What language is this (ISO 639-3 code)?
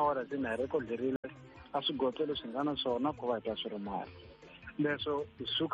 tso